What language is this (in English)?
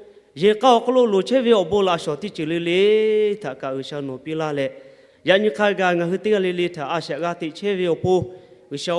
Lahu